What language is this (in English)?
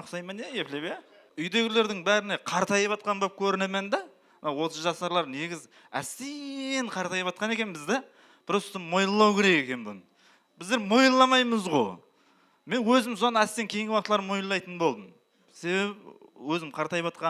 Kara-Kalpak